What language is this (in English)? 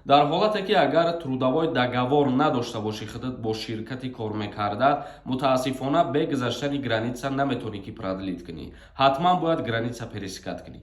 Tajik